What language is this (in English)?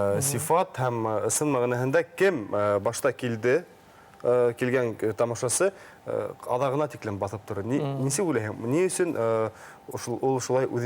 Bashkir